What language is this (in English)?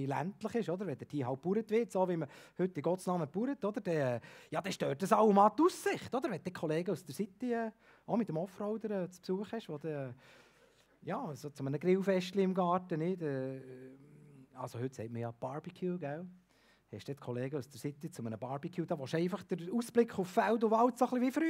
Swiss German